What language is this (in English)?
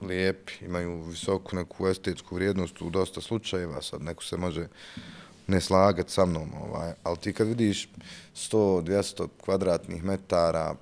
Bosnian